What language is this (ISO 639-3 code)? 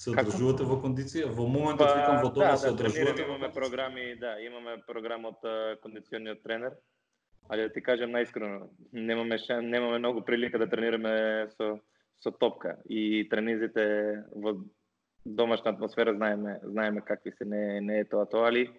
mkd